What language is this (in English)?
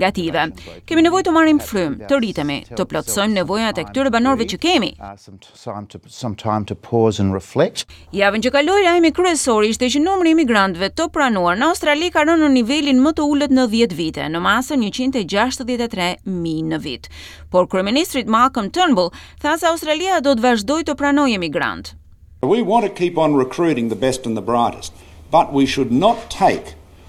Albanian